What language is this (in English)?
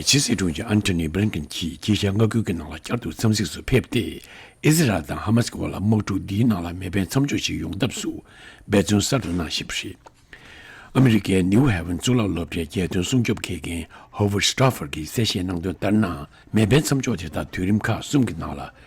Tibetan